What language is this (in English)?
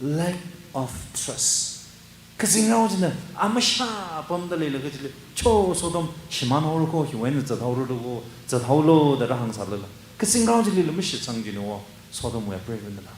Tangkhul Naga (India)